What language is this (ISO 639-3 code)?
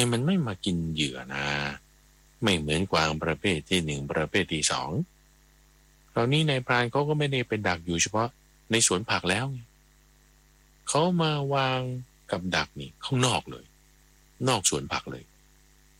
tha